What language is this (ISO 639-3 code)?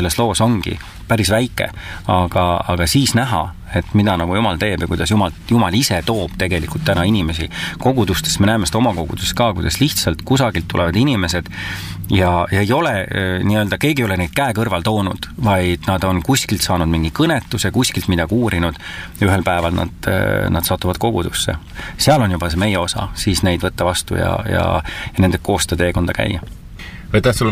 est